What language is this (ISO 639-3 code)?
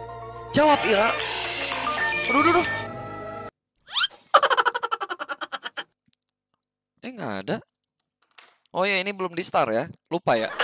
ind